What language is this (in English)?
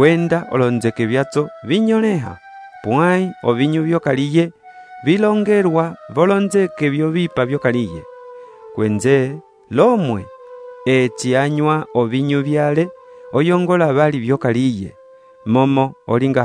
Umbundu